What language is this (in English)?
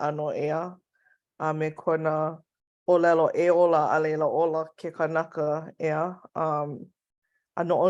Hawaiian